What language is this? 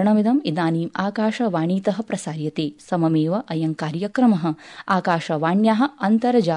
Sanskrit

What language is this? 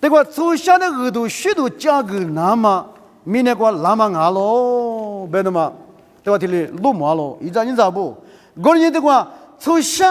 Lisu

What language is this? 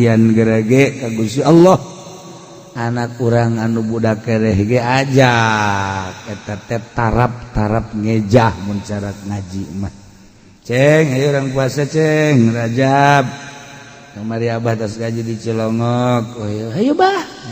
Sundanese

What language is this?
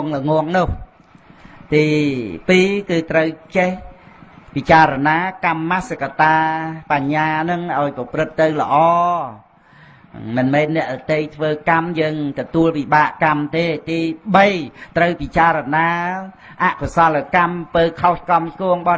Khmer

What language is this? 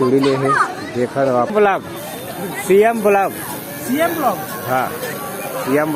Chhattisgarhi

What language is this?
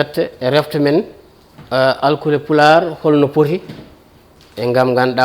Fula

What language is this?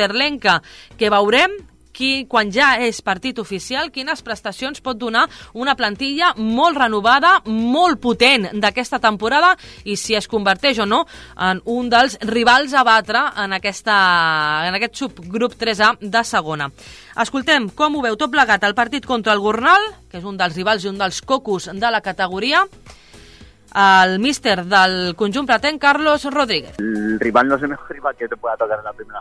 Catalan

